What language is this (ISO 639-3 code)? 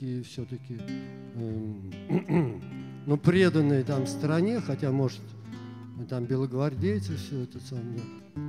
rus